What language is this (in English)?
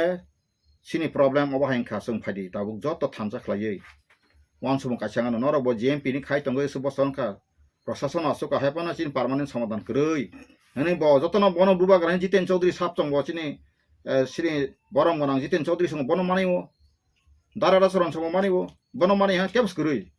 Kok Borok